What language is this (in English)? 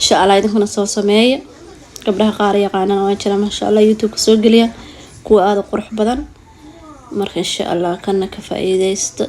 Somali